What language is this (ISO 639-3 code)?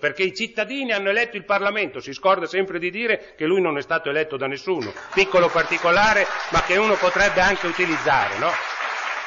ita